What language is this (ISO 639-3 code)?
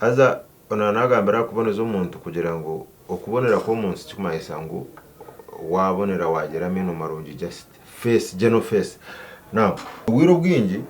nyn